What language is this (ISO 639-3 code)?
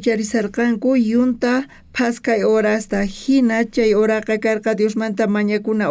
quh